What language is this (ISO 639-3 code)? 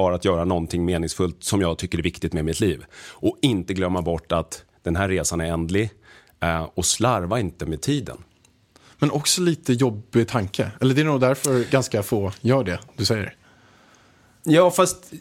swe